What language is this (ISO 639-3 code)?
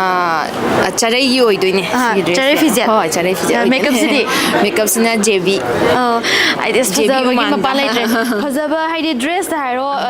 mni